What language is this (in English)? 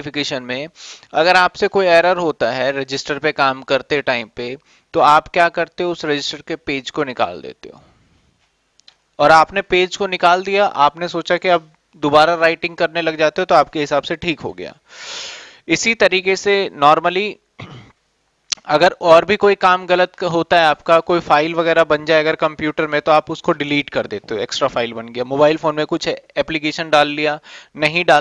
Hindi